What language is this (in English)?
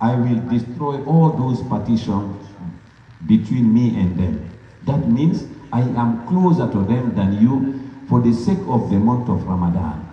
Pular